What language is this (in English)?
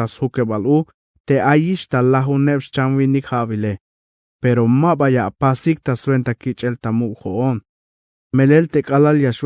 Tzeltal